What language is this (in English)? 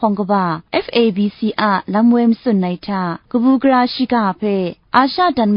Kachin